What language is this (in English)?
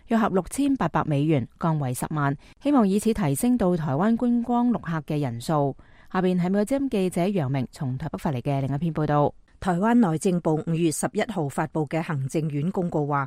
Cantonese